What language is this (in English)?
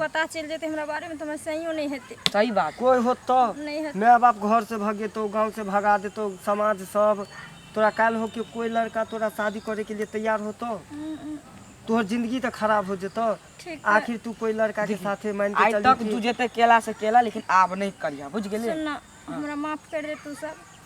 Maithili